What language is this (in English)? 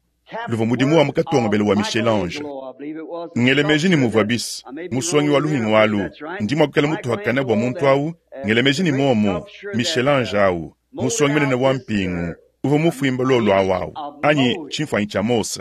Luba-Lulua